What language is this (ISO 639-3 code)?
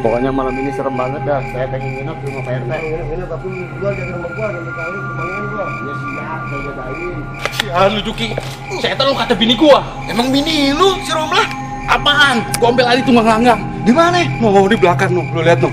bew